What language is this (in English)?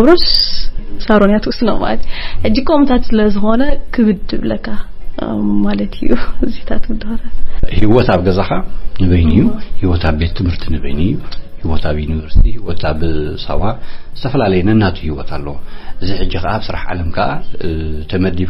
Tigrinya